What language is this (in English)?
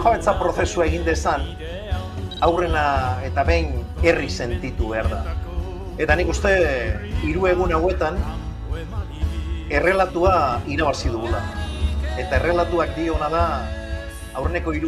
Basque